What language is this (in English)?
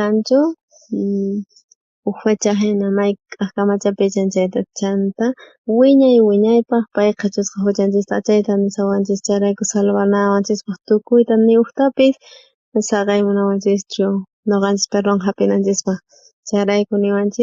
South Bolivian Quechua